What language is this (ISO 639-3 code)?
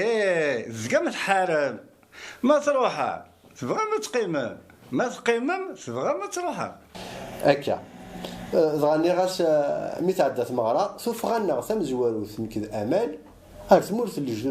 kab